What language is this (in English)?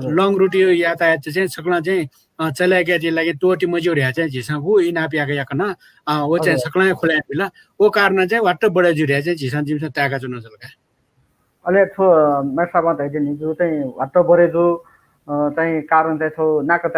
Newari